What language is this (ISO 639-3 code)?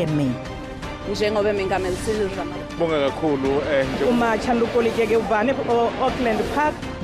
ven